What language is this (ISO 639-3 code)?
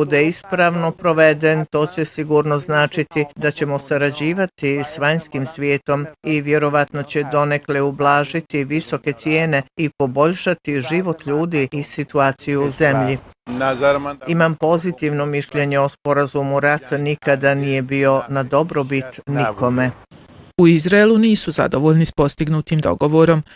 bos